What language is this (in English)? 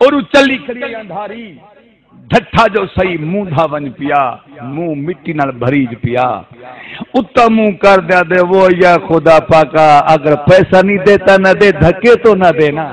Saraiki